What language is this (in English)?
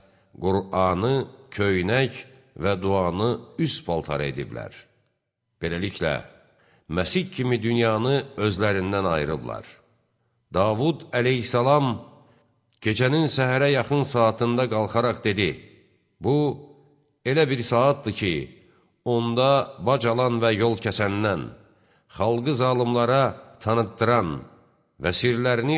Azerbaijani